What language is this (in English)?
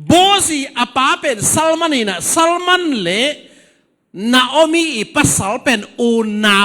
Tedim Chin